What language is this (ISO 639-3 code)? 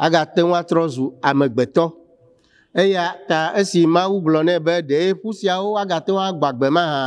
ewe